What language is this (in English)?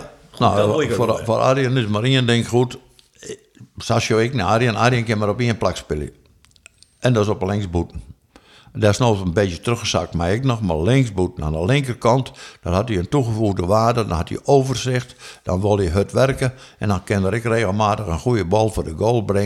Western Frisian